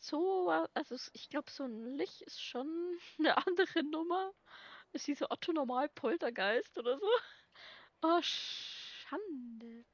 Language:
Bavarian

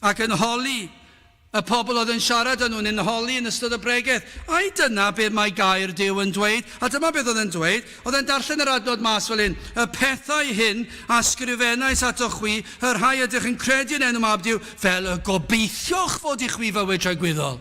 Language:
Welsh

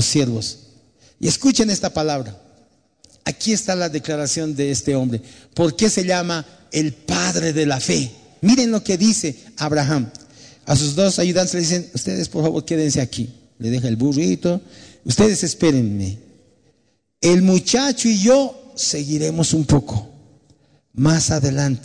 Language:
Spanish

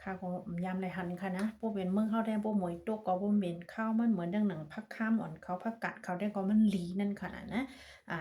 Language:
Shan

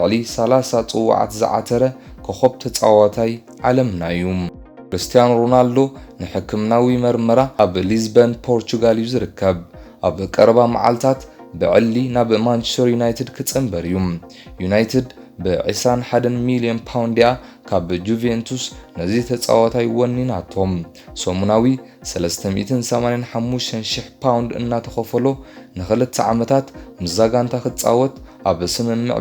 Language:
Tigrinya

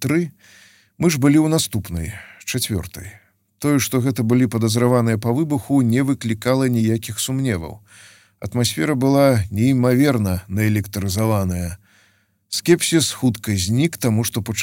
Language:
Belarusian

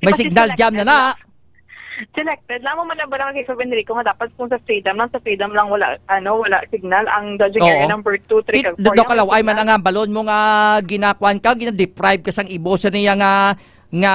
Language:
Hiligaynon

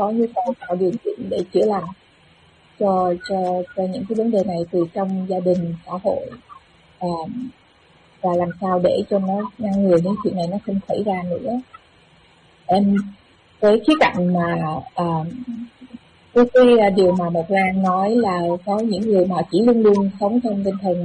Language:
Vietnamese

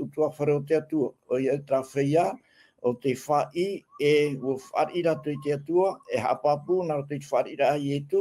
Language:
Tahitian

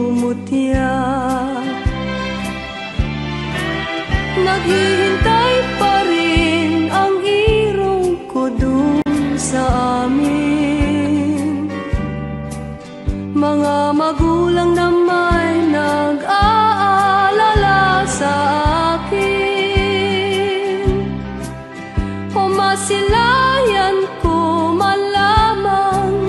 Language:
Filipino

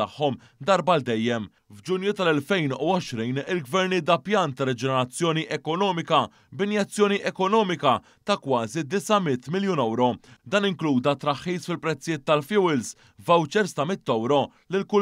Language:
Maltese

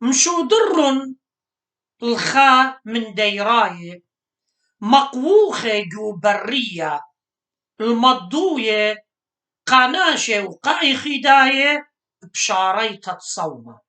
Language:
Assyrian Neo-Aramaic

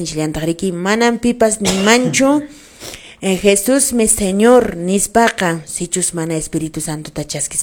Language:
Quechua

